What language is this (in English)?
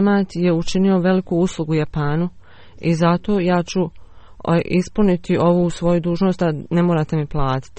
Bosnian